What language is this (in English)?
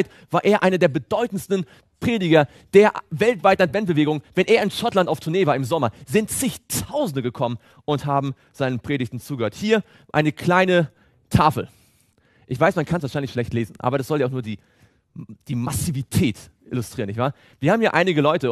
German